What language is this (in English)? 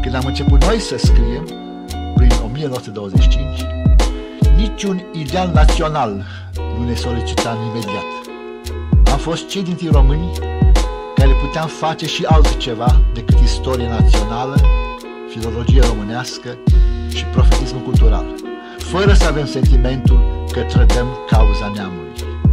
Romanian